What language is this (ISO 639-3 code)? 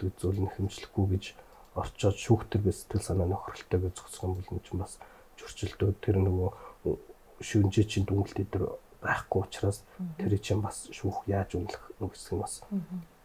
mon